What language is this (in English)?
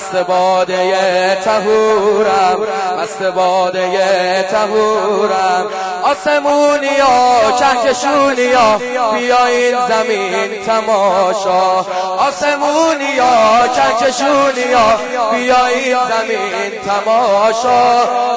Persian